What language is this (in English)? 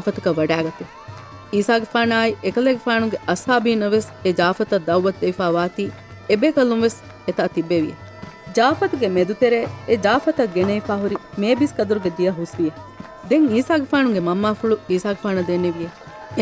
Divehi